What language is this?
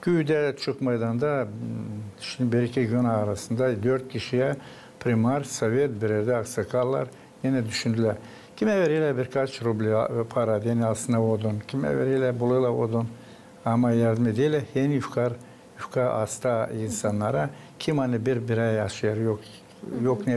Gagauz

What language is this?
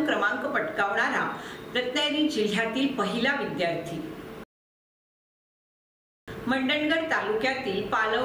Marathi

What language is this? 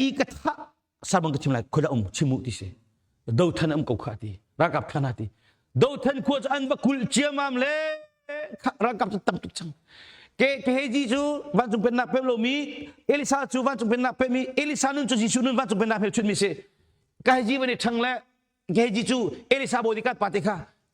Hakha Chin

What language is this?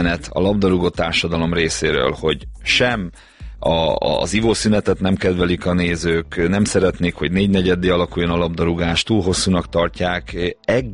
Hungarian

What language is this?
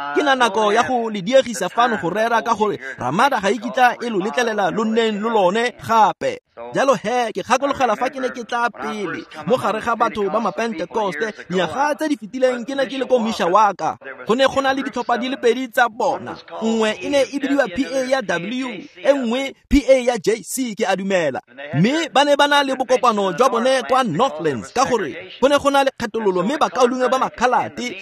Tswana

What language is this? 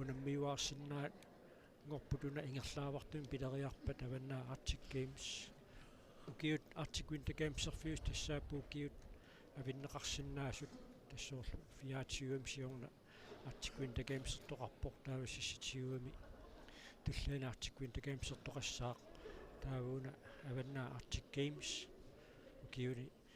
Kalaallisut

